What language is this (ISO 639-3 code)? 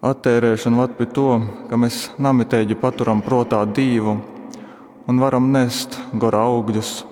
ltg